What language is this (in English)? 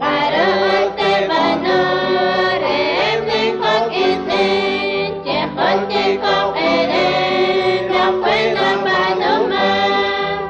Kekchí